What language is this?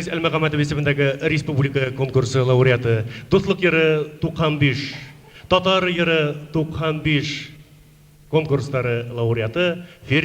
Bashkir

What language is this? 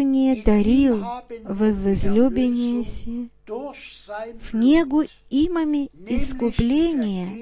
Bulgarian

